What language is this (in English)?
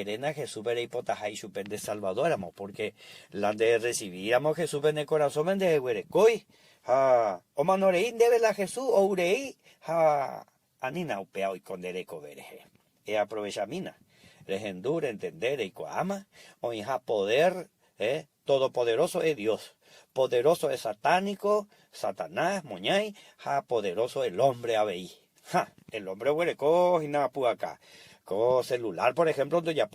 Guarani